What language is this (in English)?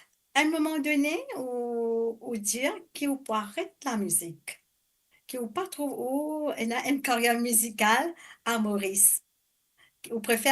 Morisyen